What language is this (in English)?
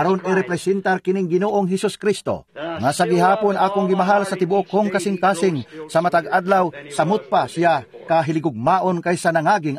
Cebuano